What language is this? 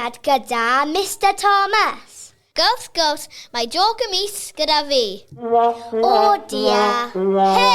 Welsh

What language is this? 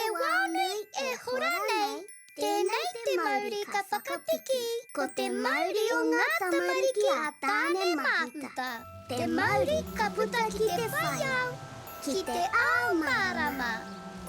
Māori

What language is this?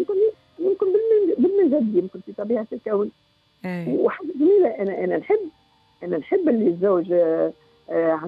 Tunisian Arabic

